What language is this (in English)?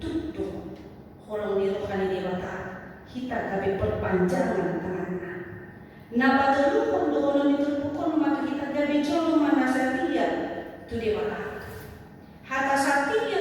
Batak Toba